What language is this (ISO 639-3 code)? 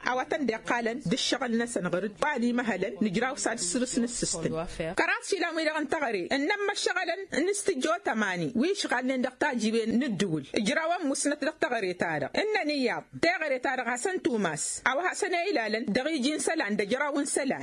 taq